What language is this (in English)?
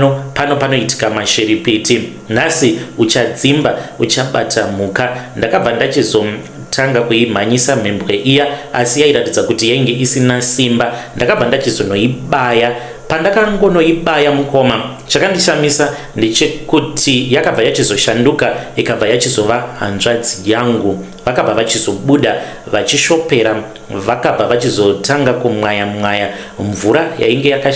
Shona